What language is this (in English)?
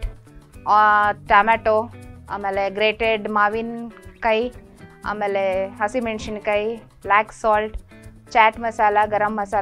Kannada